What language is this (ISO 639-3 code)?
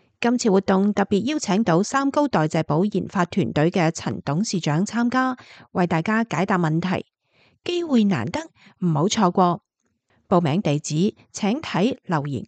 yue